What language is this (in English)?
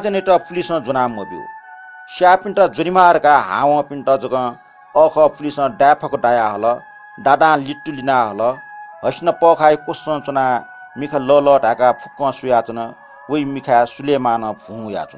Newari